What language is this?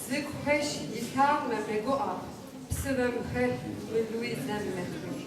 Kabardian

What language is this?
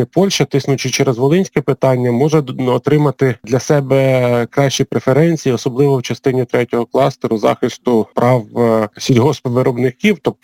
Ukrainian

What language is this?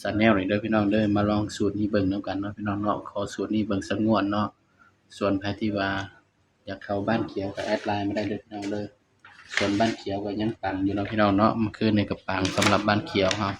Northeastern Thai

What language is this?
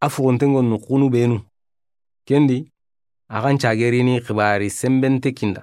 Soninke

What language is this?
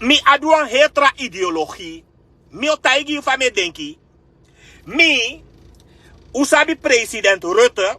Sranan Tongo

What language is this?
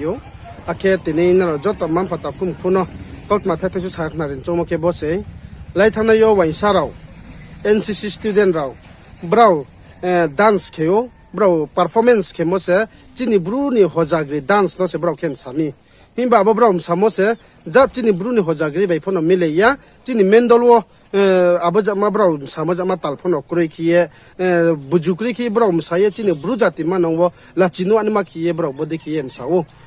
Riang (India)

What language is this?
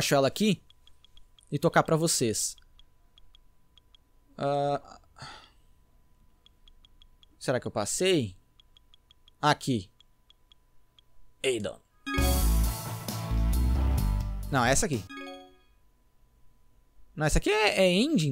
Portuguese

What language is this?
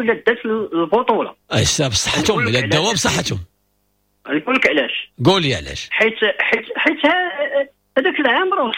Moroccan Arabic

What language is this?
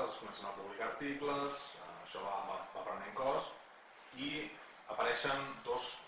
Catalan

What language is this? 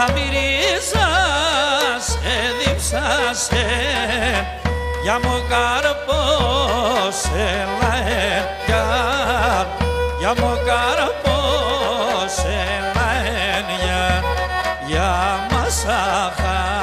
Pontic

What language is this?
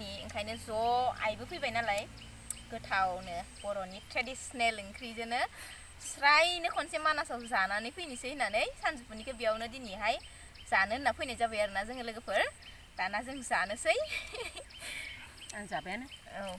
Bodo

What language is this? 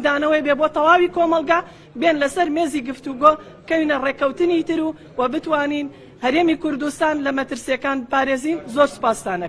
Central Kurdish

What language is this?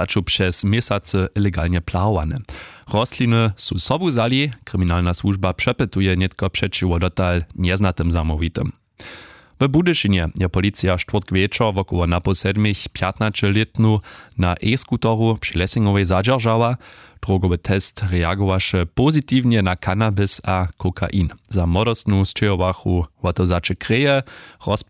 Upper Sorbian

